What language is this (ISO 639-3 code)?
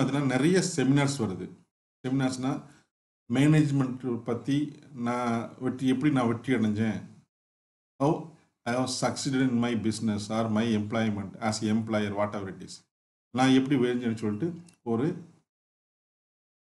tam